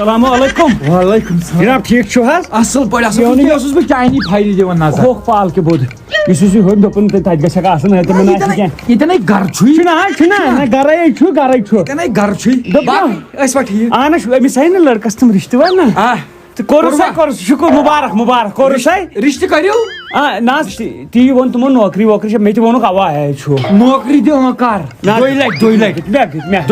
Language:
Kashmiri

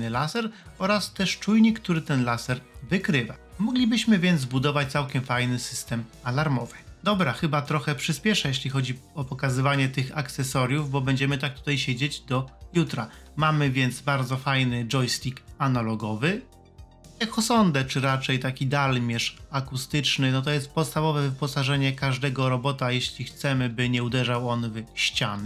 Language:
Polish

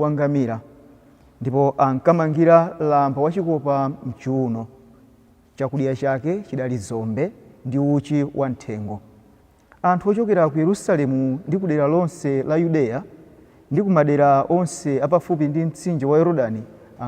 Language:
Nyanja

